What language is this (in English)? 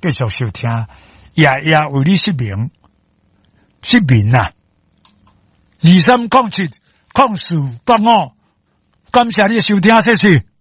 Min Nan Chinese